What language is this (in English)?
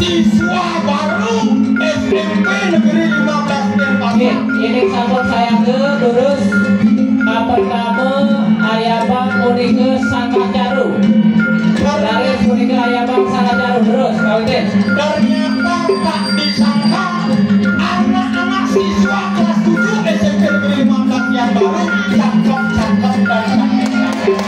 Balinese